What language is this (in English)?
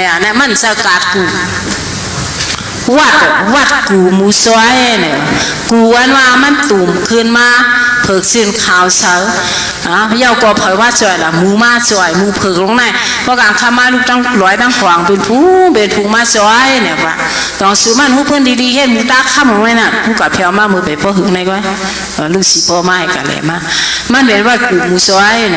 Shan